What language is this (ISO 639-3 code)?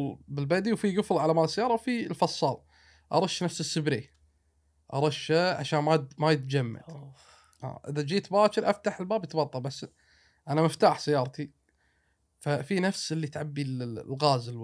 afb